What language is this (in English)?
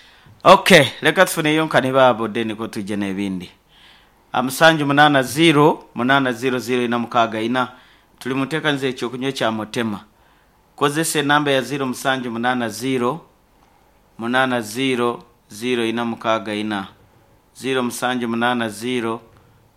Nyankole